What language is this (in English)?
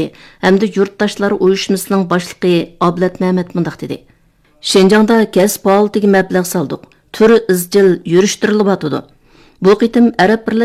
Uyghur